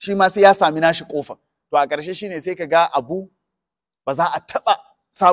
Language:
Hausa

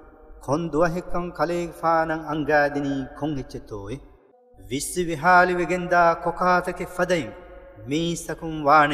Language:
Divehi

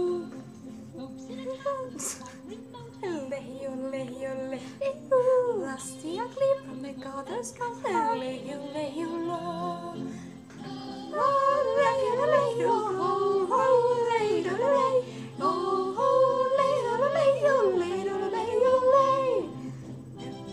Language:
English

